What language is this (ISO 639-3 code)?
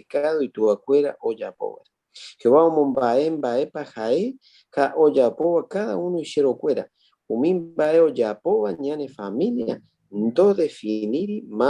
grn